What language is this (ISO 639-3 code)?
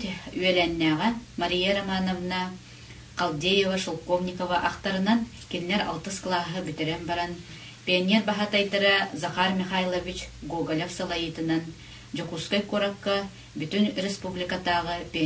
sah